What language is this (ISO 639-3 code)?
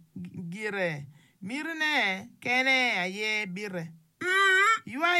ach